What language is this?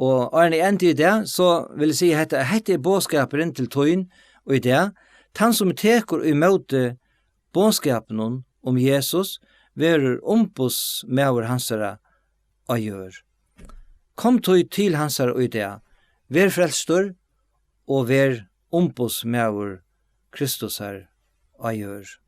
Faroese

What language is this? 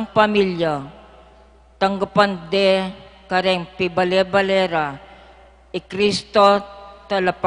Pampanga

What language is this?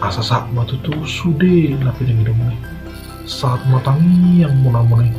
Batak Toba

